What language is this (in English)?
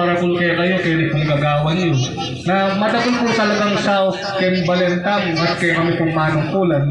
Pampanga